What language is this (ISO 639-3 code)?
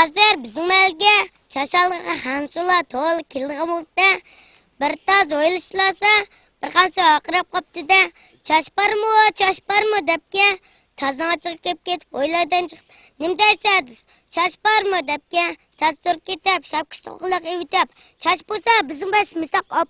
uig